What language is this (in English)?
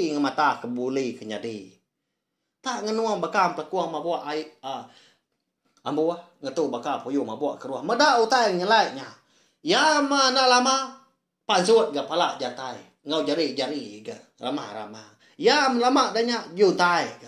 Iban